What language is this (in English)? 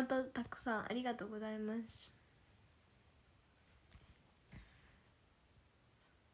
Japanese